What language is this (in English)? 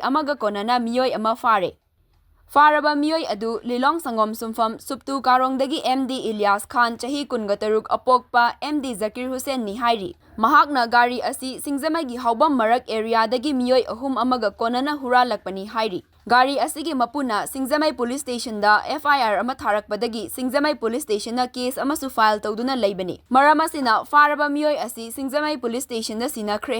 Manipuri